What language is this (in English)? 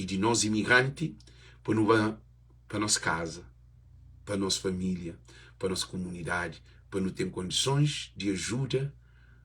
Kabuverdianu